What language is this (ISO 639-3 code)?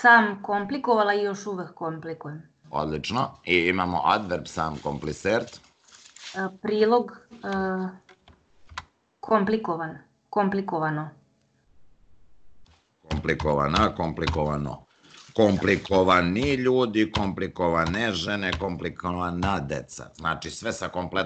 srp